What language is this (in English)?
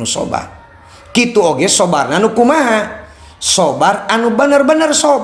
Sundanese